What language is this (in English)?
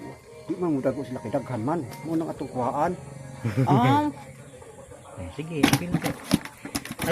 Cebuano